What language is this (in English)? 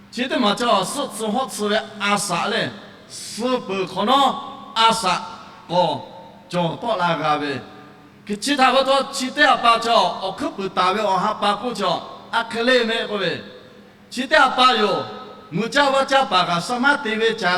Lahu